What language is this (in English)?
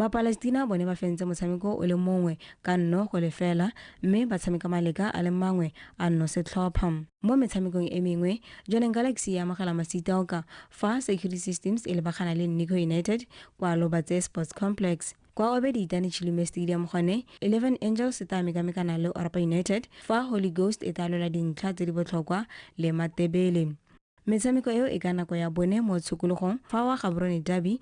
Tswana